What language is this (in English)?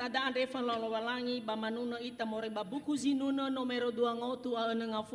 Nias